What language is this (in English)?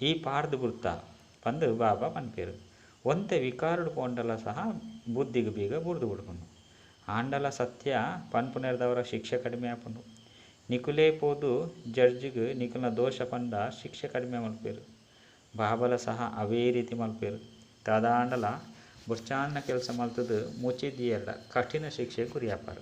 Tulu